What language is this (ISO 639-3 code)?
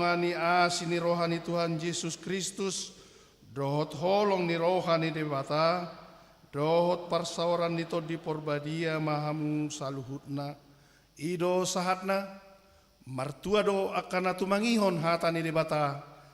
bbc